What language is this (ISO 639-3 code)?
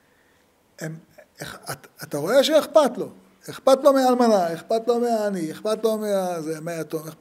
heb